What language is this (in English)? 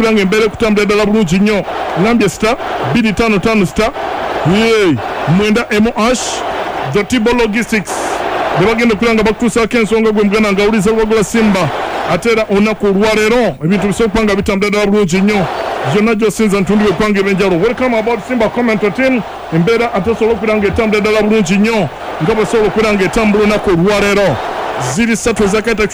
Ganda